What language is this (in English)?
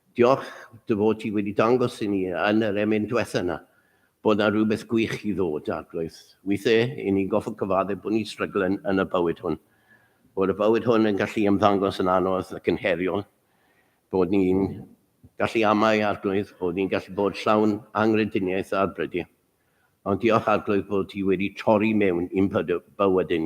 Welsh